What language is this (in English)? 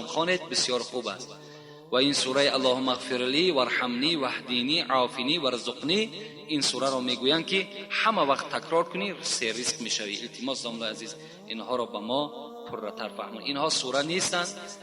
Tajik